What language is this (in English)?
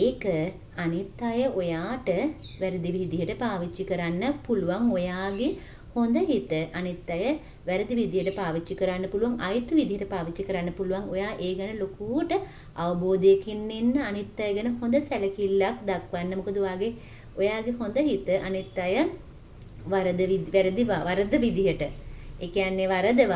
Sinhala